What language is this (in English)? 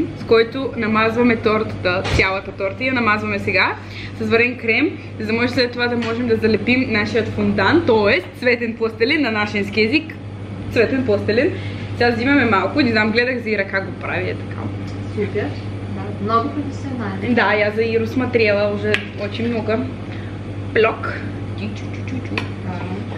Bulgarian